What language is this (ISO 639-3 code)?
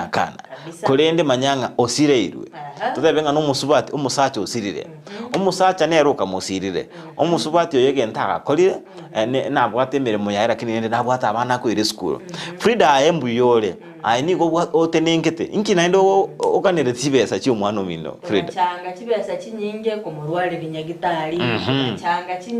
guz